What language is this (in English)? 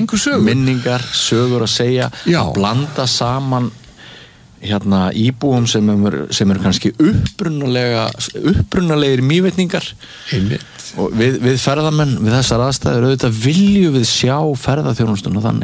Icelandic